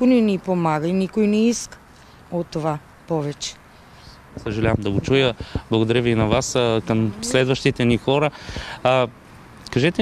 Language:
Bulgarian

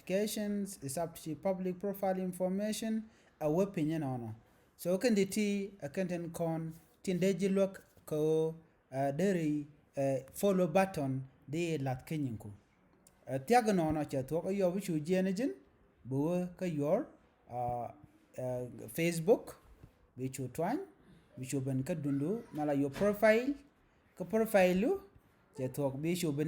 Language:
Nuer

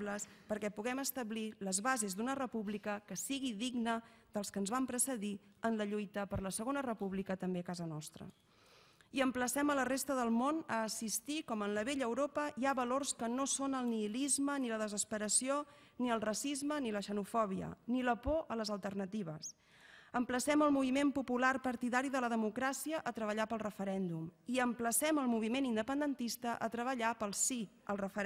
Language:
Catalan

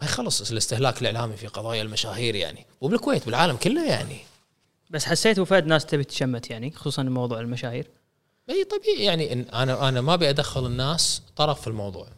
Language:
Gulf Arabic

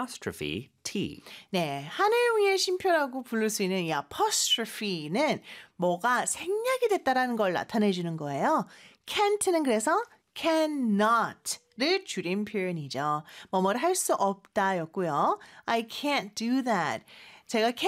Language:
Korean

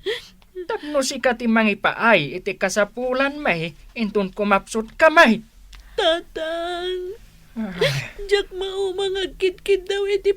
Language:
Iloko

